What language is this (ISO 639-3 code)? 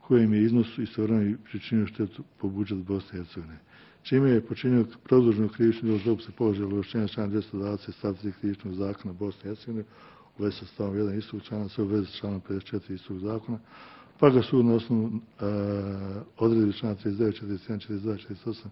bos